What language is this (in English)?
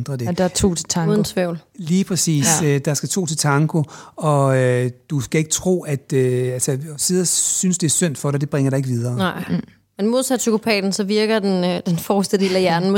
Danish